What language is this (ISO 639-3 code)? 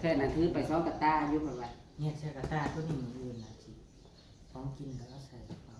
tts